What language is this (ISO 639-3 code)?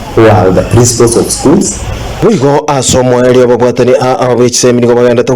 guz